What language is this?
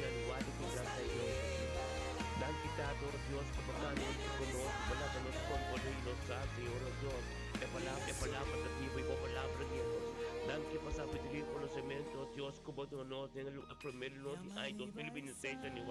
Papiamento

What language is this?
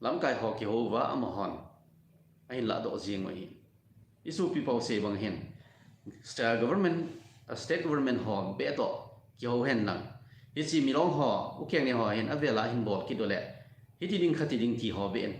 Thado Chin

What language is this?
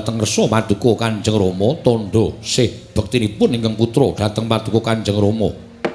Javanese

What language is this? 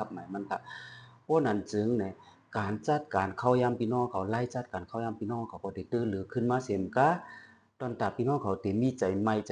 Shan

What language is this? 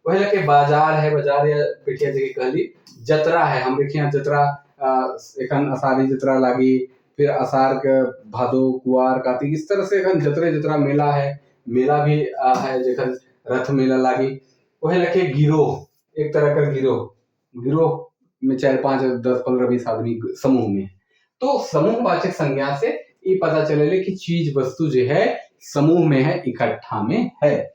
Sadri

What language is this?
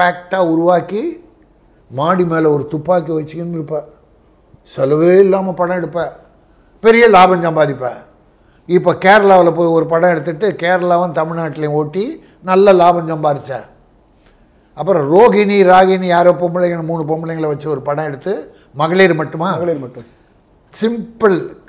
Tamil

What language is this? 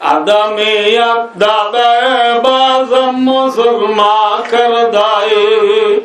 Rohingya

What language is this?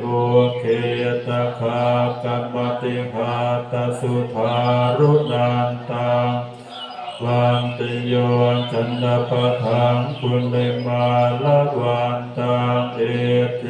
Pali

